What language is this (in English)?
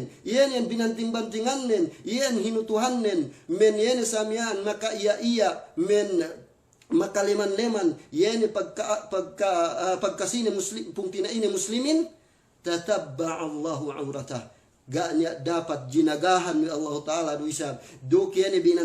Yakan